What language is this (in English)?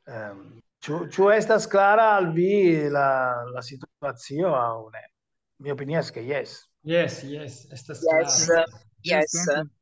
Esperanto